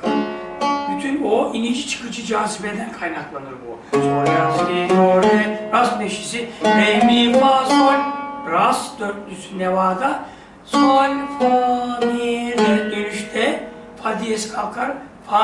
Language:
Turkish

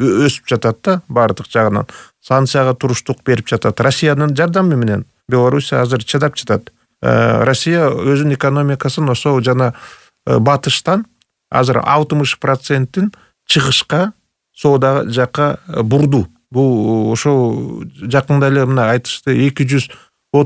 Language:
Kyrgyz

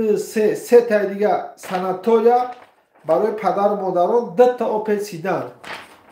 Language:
Tajik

